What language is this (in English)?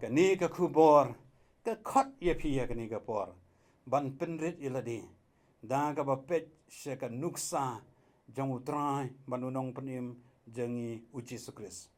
Khasi